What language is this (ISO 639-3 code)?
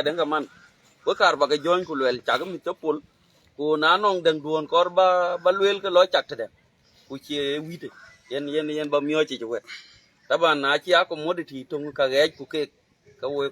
din